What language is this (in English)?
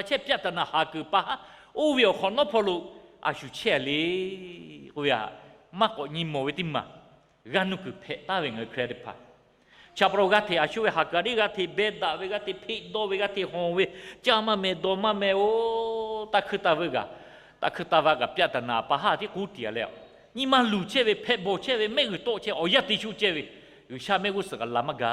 Lahu